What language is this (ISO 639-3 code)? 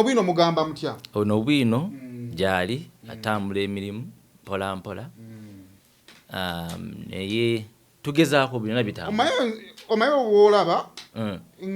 lug